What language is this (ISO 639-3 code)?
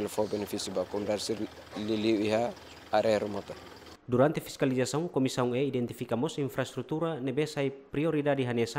tet